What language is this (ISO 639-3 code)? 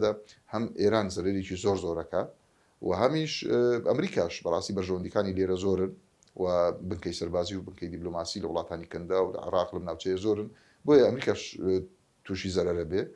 ckb